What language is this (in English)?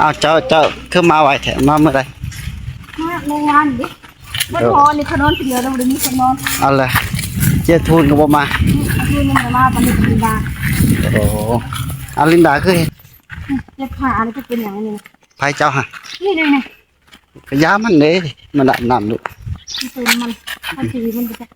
Northeastern Thai